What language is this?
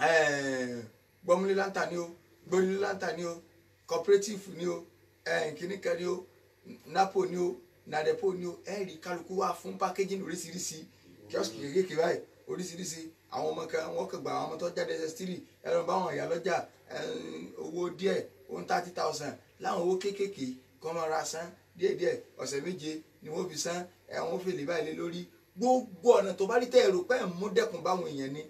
Yoruba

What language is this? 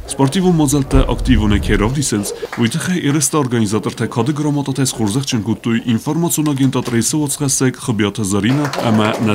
Ossetic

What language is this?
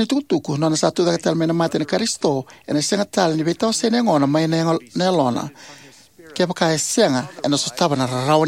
Fijian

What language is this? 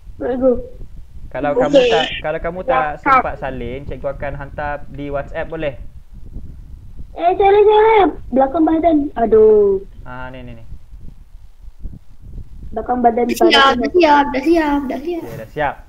Malay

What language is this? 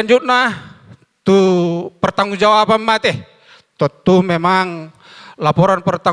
Batak Toba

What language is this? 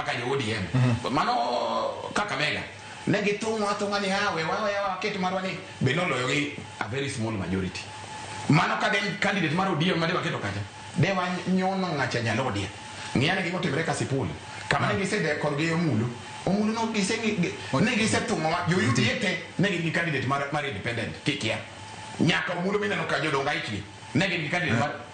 Luo (Kenya and Tanzania)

